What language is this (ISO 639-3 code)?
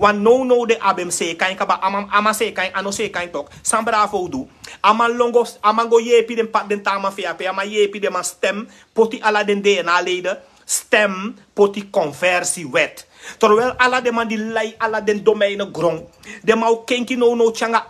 srn